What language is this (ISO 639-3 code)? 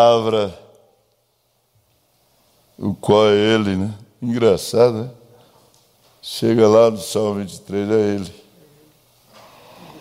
por